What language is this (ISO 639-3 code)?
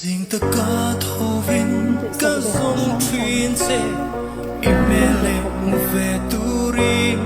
lus